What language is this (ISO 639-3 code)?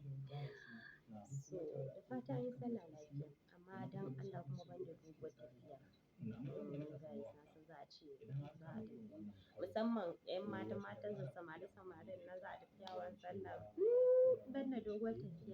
hau